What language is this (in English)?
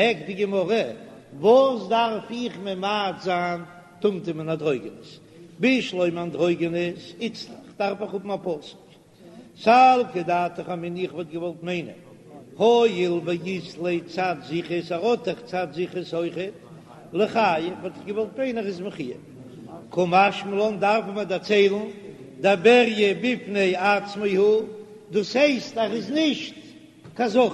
Yiddish